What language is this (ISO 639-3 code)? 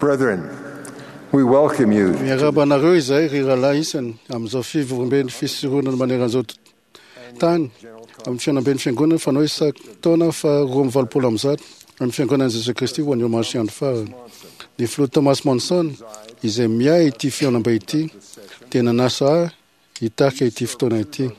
mlg